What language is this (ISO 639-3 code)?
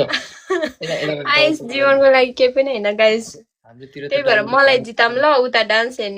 nep